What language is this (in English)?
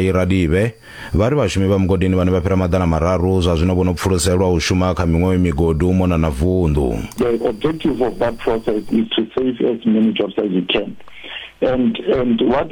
Venda